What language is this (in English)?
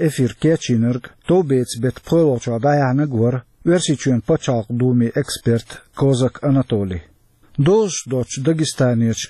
Chechen